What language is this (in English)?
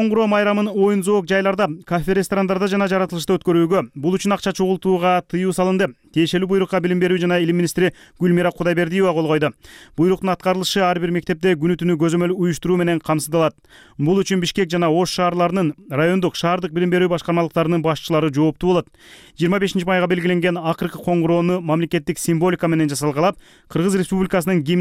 Kyrgyz